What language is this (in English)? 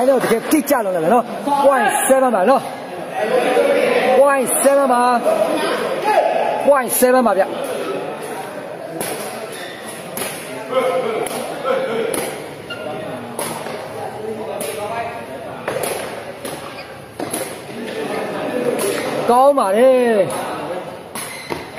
Burmese